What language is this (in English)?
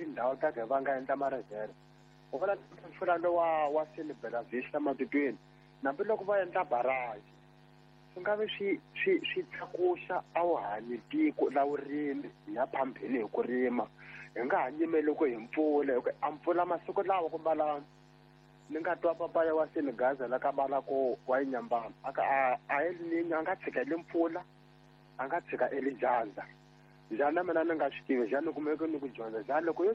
Tsonga